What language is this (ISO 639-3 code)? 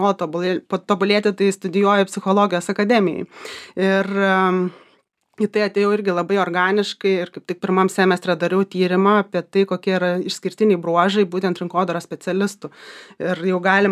lit